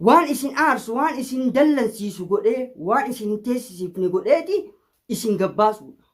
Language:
Oromo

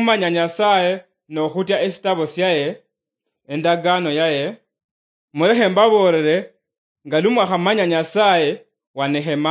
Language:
Luyia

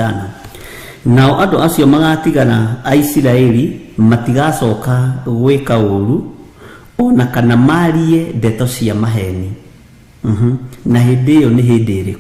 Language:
Kikuyu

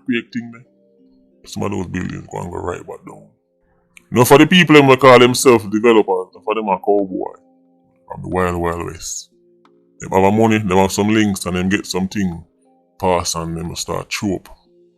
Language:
Jamaican Creole English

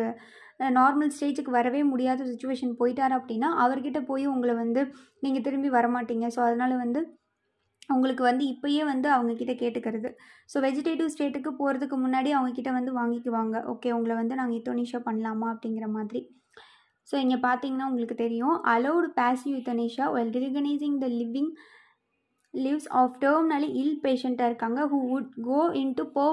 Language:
Tamil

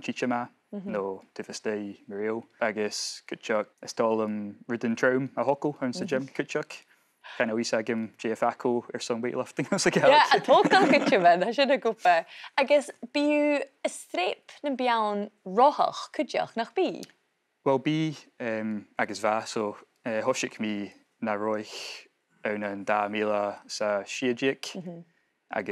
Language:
Scottish Gaelic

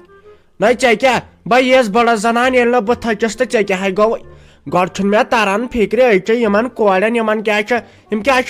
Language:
Kashmiri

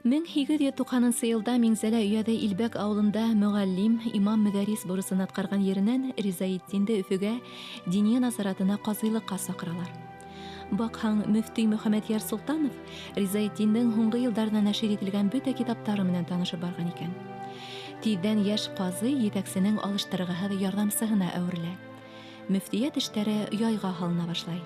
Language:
Bashkir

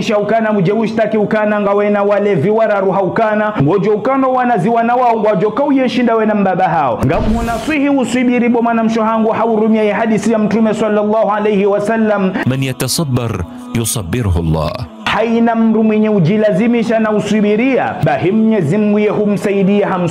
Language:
Ngazidja Comorian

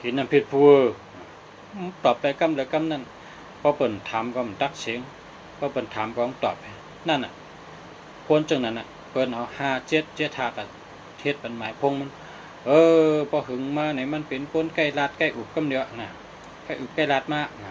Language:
Shan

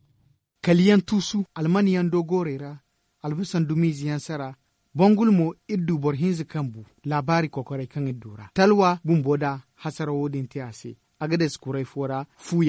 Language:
Zarma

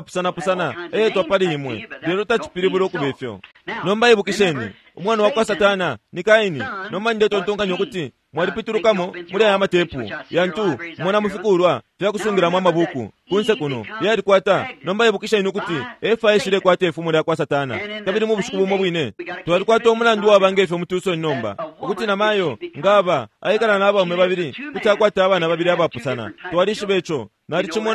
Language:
Bemba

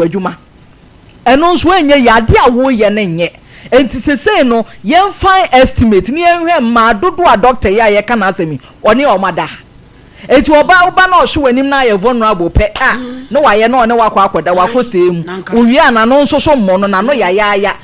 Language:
Akan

